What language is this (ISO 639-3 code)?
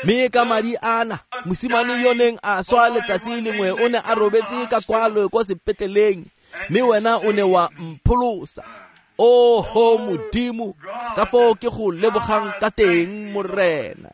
tsn